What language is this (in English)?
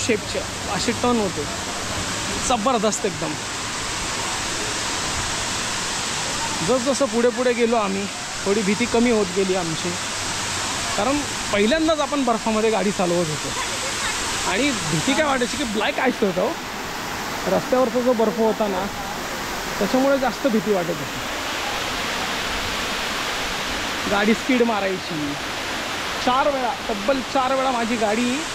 Marathi